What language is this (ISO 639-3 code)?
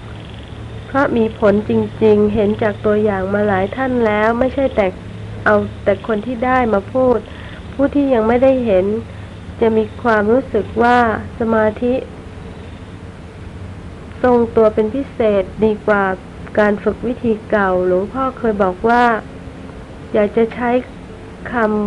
tha